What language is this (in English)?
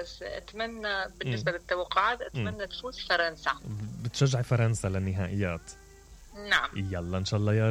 Mesopotamian Arabic